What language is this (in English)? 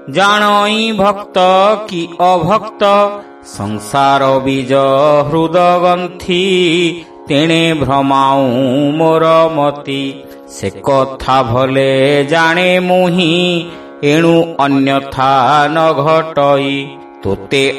Odia